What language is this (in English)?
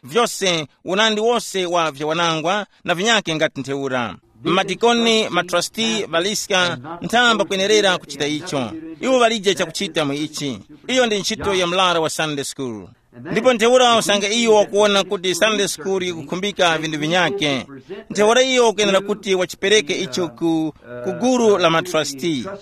Tumbuka